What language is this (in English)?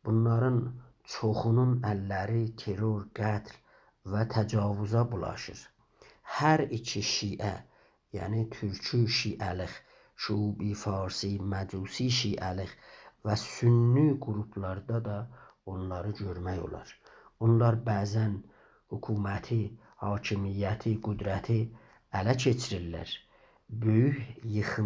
South Azerbaijani